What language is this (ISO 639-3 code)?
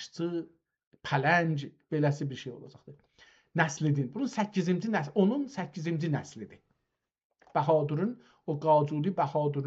azb